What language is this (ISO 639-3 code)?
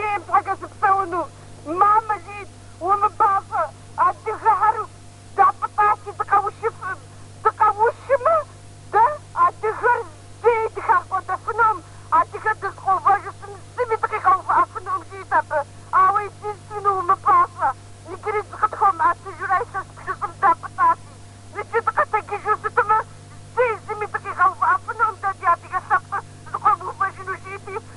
kbd